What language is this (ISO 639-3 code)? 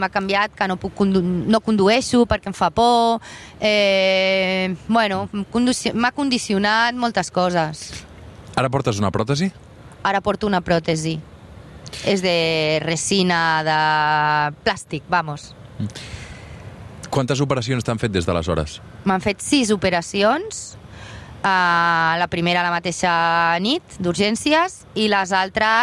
cat